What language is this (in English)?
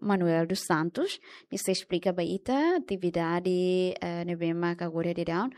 Tetum